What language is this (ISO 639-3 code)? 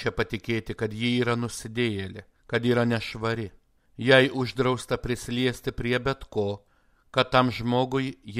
lit